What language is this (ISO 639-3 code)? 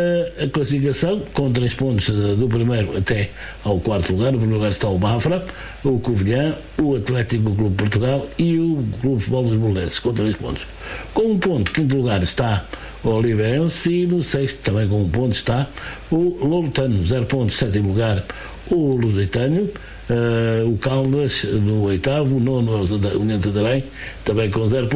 por